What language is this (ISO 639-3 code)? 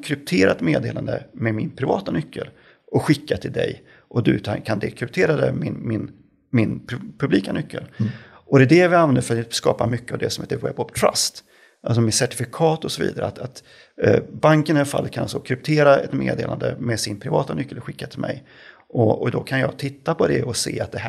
swe